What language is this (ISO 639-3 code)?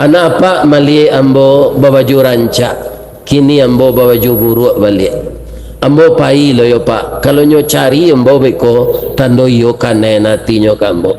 min